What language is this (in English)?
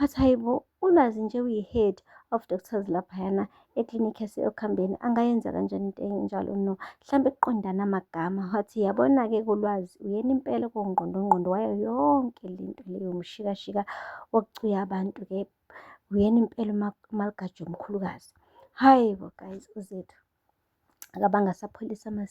Zulu